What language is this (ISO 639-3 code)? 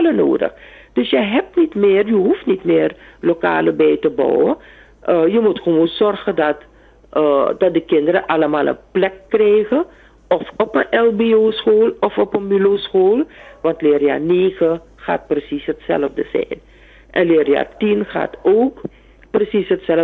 nld